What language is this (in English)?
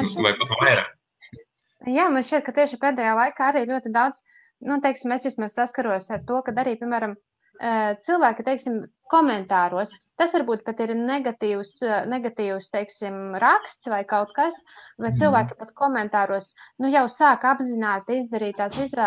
Latvian